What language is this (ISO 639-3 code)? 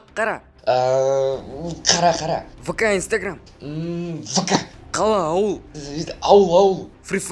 kaz